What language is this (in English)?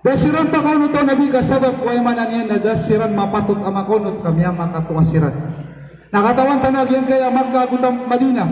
Maranao